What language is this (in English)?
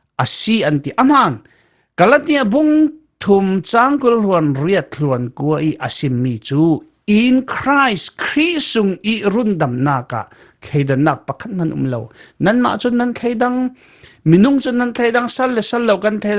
Falam Chin